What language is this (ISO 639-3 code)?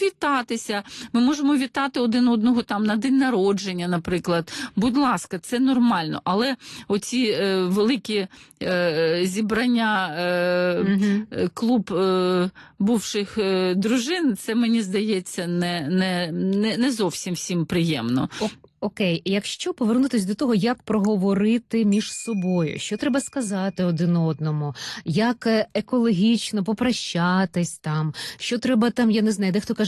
ukr